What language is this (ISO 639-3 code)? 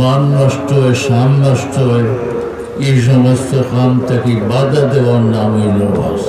syl